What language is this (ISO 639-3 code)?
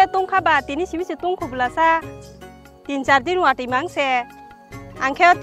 trp